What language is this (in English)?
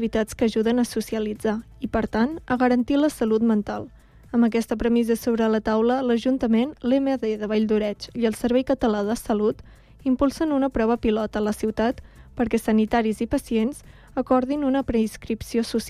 Catalan